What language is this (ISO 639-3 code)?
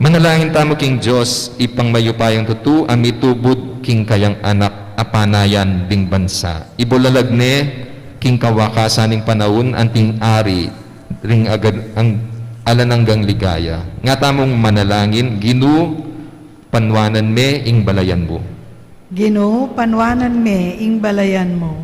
pam